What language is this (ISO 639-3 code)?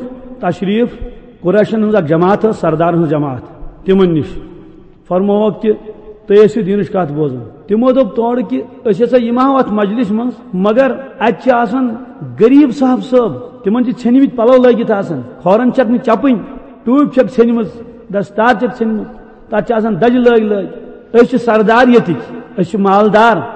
kas